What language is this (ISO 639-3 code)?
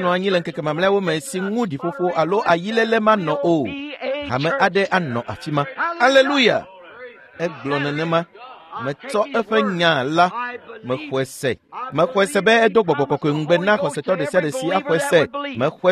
ewe